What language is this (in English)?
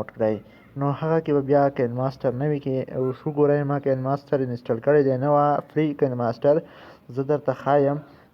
Pashto